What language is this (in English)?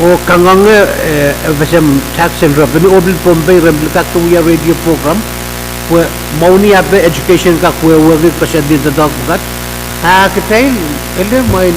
Pohnpeian